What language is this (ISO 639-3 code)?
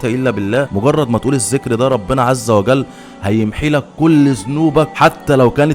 arz